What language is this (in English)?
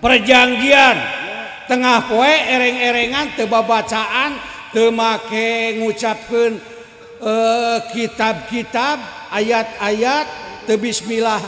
Sundanese